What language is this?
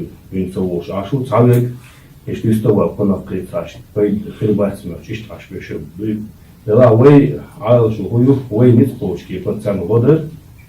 Chechen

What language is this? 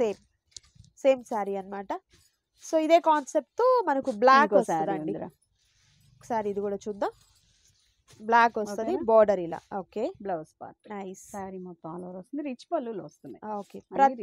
Telugu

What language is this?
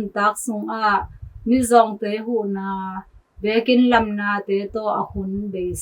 Tedim Chin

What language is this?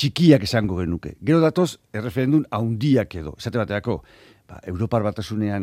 Basque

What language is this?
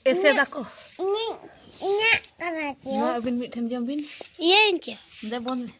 Santali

